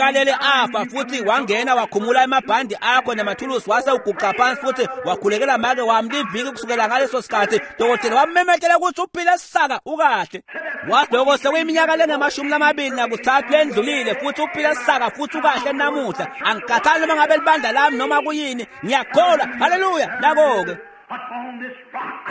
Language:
Swati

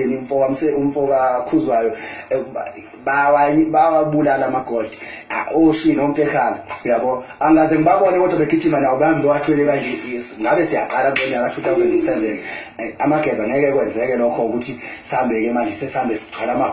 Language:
Zulu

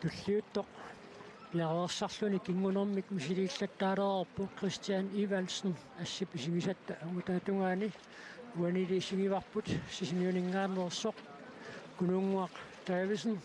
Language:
Kalaallisut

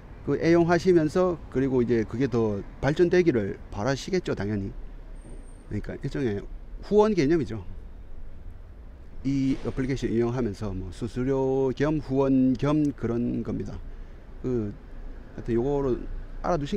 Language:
Korean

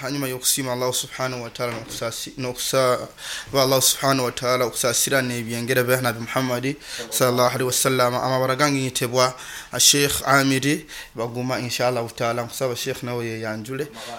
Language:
Nyoro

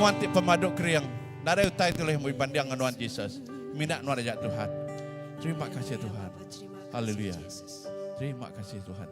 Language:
Iban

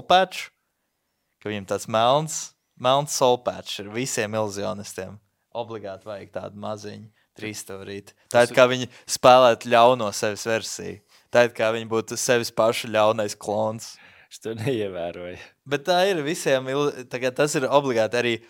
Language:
Latvian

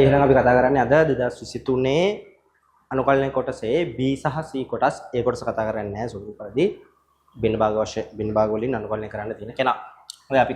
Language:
Sinhala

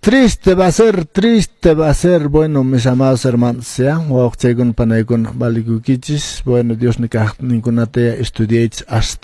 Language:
Quechua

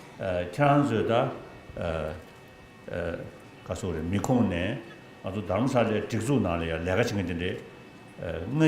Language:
Tibetan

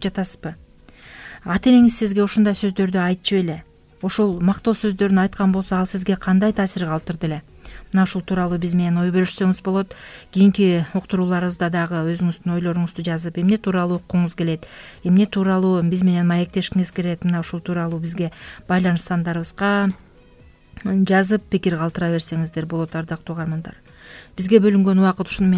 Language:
Kyrgyz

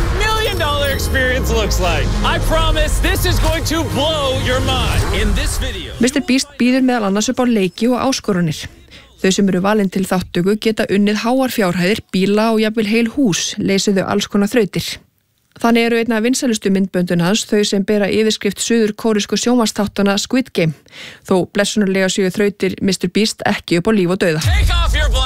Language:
Icelandic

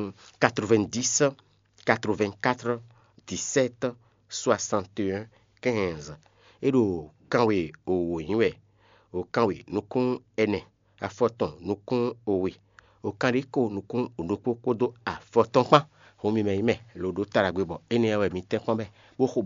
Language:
Fon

